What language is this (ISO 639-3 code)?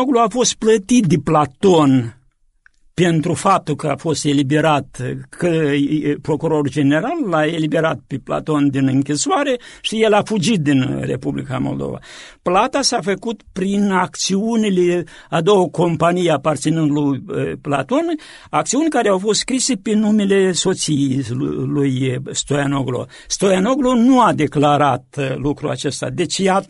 ron